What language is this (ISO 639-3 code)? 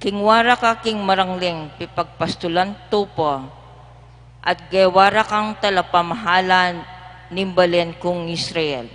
pam